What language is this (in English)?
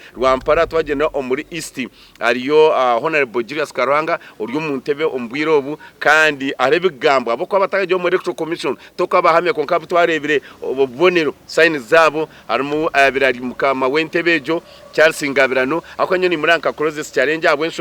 Nyankole